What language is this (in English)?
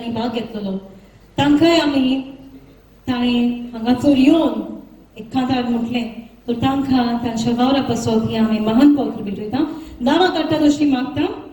Konkani